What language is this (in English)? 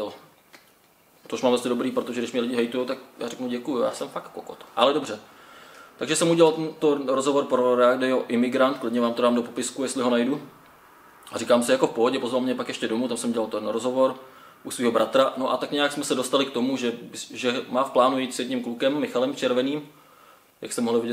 Czech